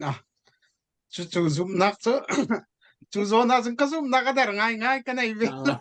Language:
Hakha Chin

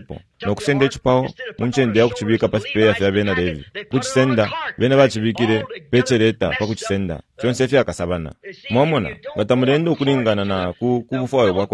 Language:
Bemba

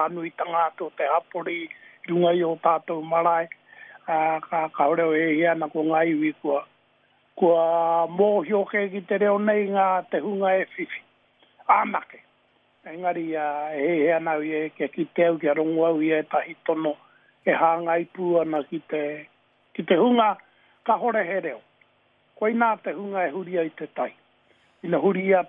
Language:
Māori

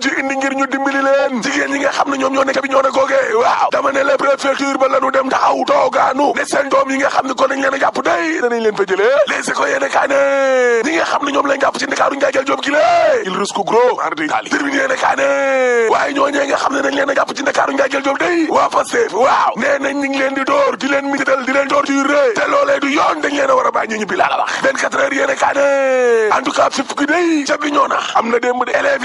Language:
Wolof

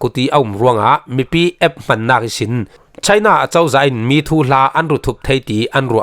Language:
Falam Chin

